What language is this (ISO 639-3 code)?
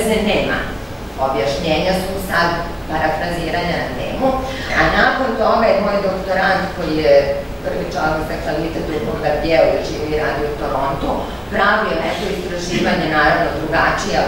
srp